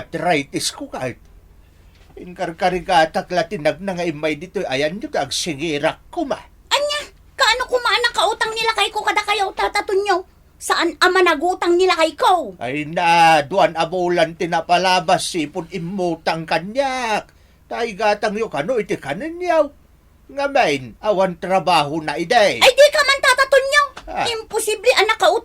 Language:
Iloko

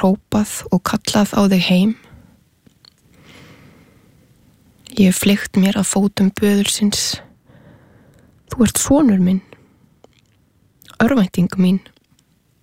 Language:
Icelandic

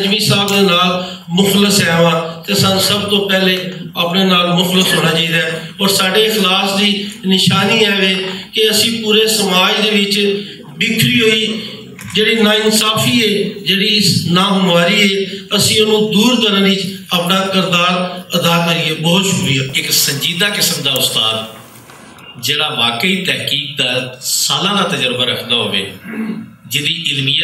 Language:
Western Panjabi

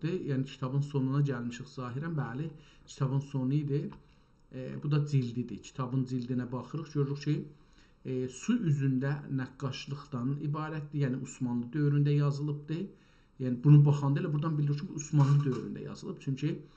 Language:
South Azerbaijani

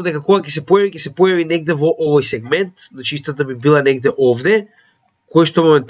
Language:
Macedonian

